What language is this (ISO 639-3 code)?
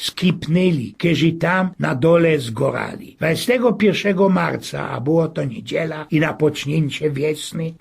szl